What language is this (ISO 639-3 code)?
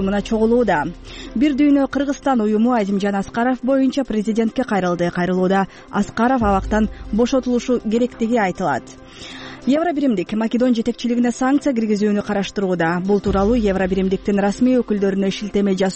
kir